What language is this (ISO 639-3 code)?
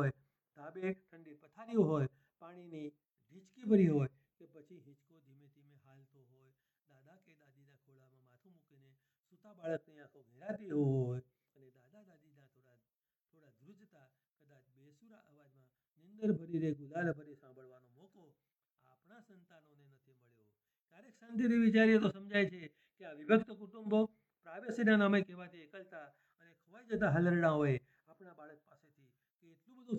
guj